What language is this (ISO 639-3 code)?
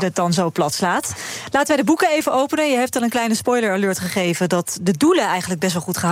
nld